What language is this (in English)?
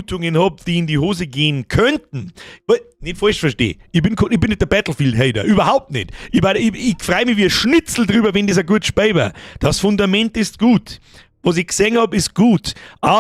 Bavarian